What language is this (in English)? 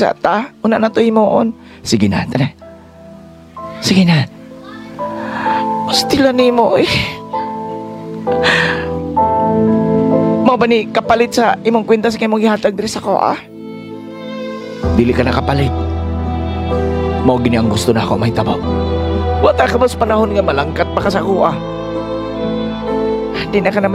Cebuano